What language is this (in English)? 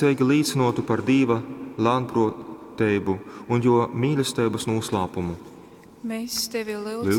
Latgalian